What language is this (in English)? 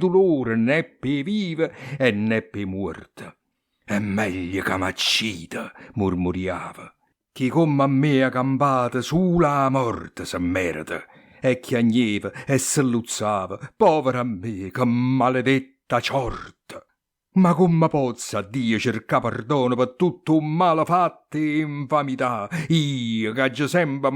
Neapolitan